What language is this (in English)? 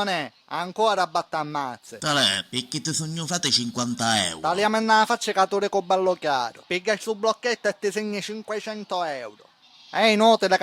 Sicilian